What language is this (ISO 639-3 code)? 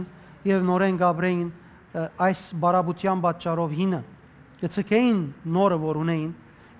hyw